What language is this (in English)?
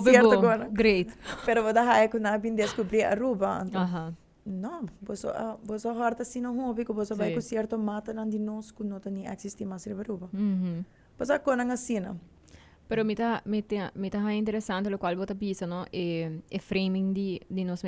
Papiamento